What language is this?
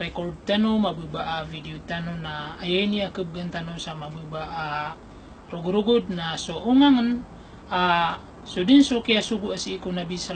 Maranao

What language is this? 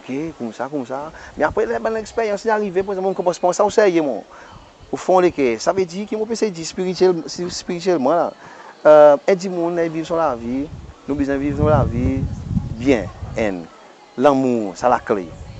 Seselwa Creole French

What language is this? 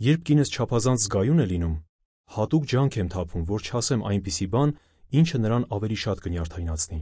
Armenian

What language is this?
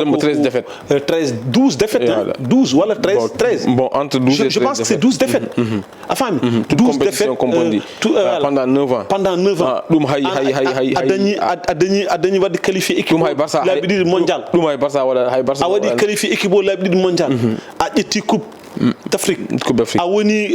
Fula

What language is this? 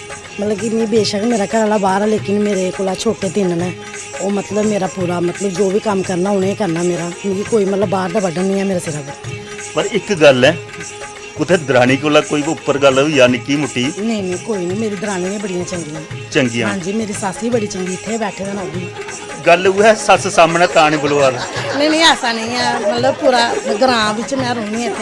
Dogri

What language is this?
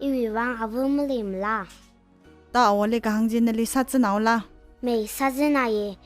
Tangkhul Naga (India)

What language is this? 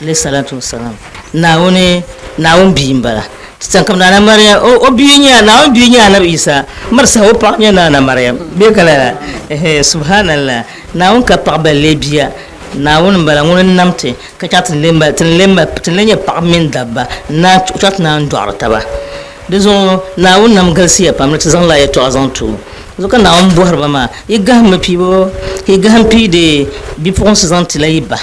Dagbani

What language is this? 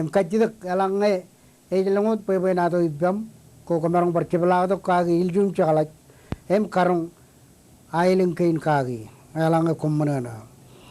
Marshallese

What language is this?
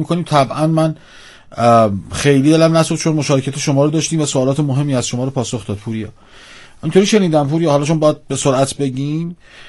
Persian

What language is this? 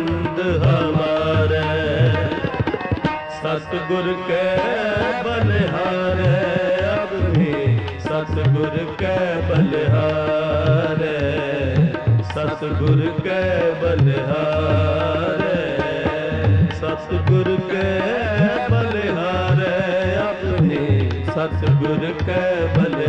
Punjabi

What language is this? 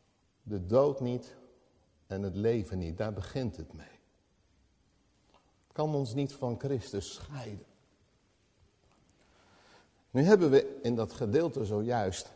Dutch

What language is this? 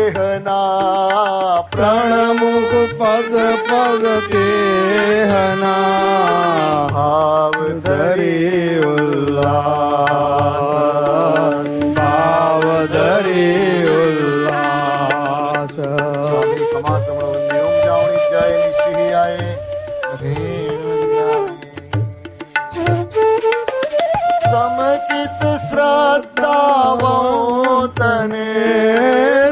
Gujarati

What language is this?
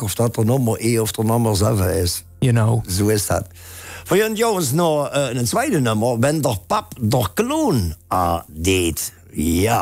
Limburgish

